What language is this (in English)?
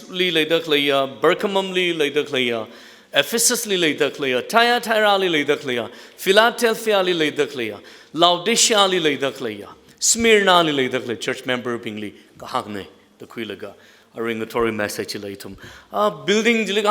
Tangkhul Naga (India)